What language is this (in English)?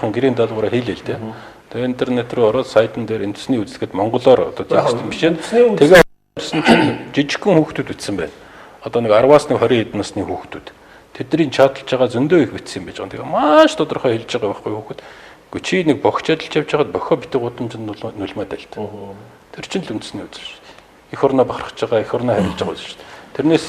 Mongolian